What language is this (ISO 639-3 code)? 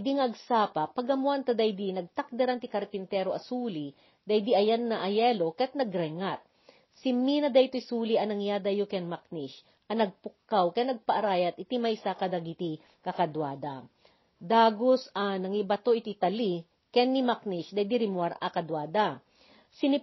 ilo